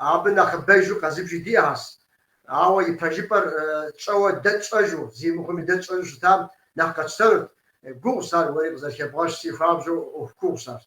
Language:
Kabardian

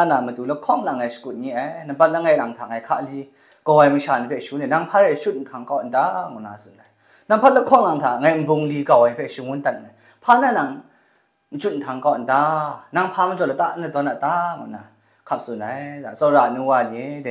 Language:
Kachin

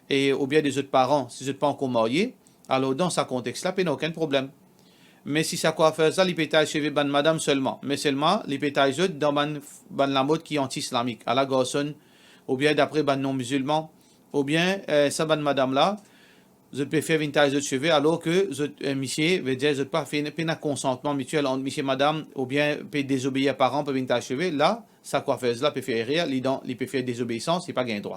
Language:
Morisyen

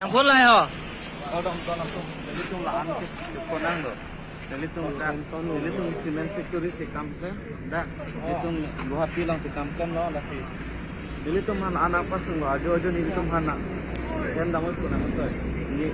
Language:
Karbi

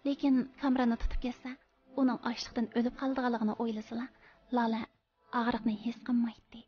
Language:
Uyghur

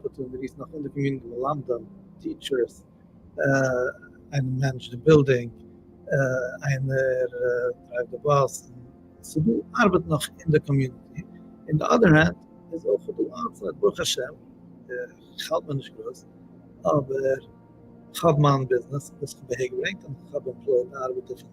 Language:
Yiddish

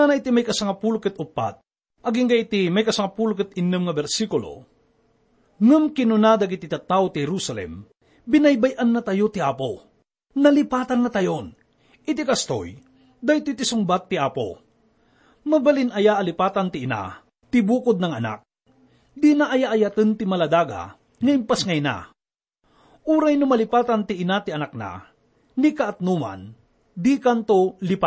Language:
Iloko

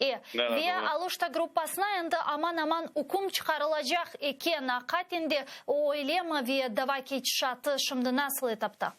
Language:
Crimean Tatar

